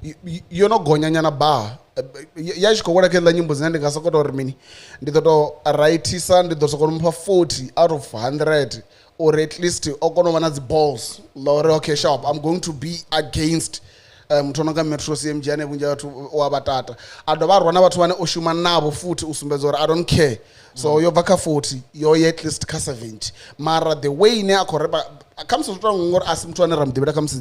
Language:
Venda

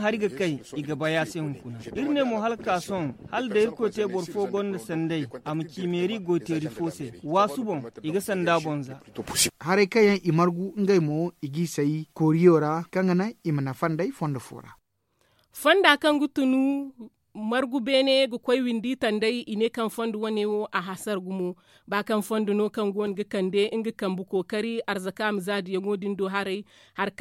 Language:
Zarma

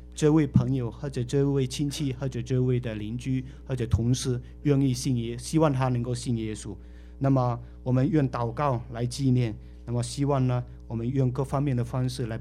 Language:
Chinese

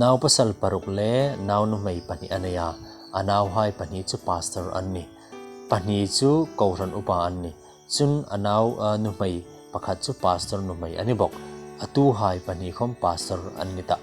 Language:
Hmar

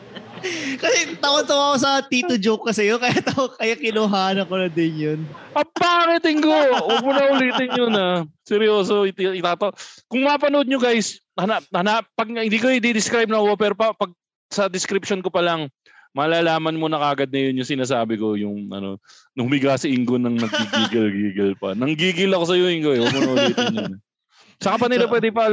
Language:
Filipino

